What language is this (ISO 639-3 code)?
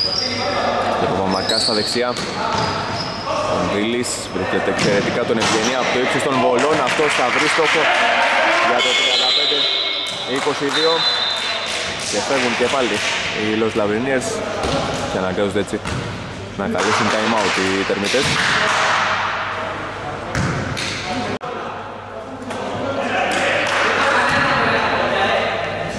ell